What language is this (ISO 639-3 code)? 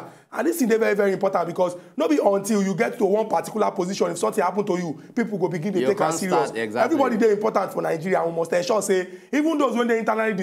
pcm